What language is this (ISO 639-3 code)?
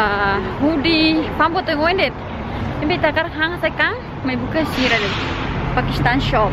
tet